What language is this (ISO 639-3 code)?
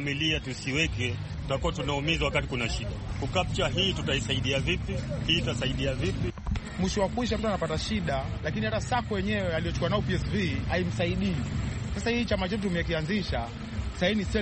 swa